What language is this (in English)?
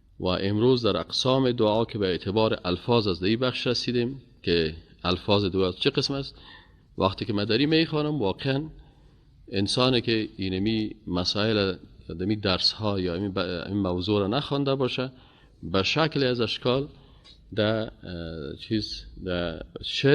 Persian